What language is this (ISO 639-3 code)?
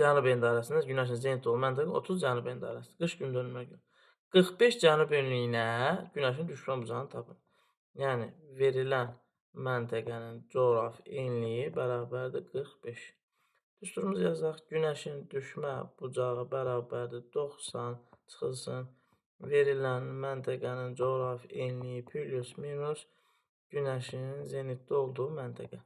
aze